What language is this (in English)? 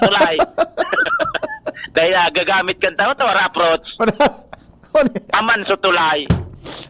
Bikol